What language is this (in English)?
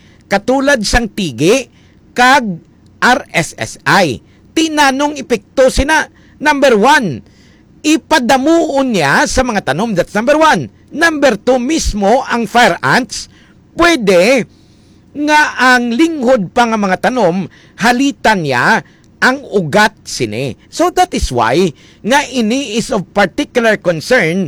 Hiligaynon